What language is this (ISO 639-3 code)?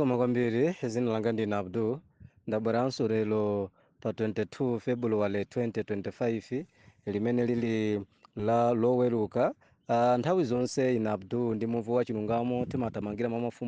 nya